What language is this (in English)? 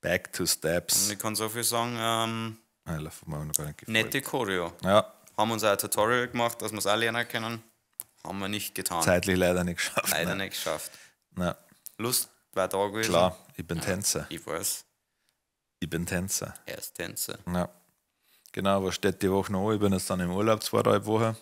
Bavarian